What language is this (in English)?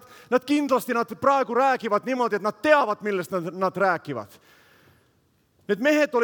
Estonian